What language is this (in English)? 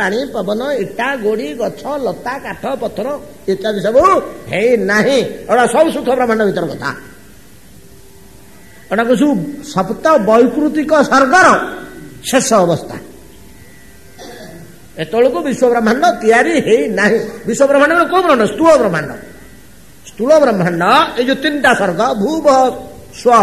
Odia